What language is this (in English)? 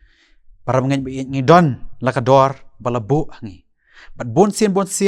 Khasi